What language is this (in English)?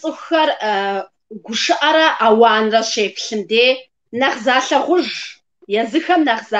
Kabardian